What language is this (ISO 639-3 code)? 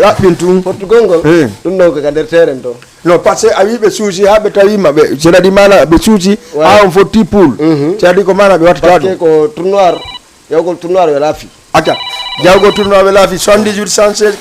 ful